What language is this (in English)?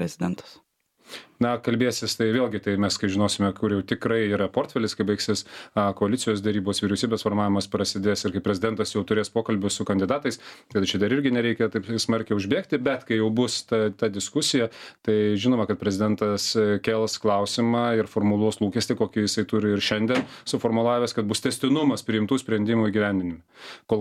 Lithuanian